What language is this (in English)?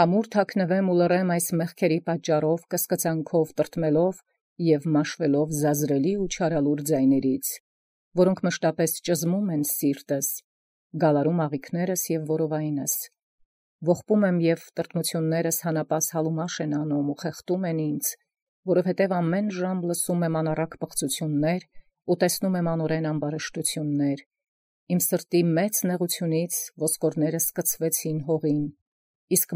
Armenian